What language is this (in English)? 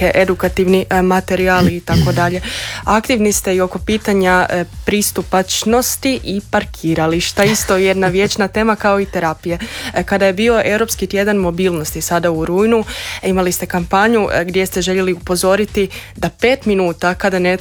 Croatian